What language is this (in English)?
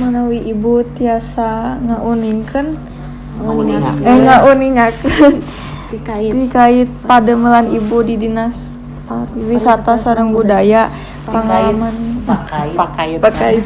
Sundanese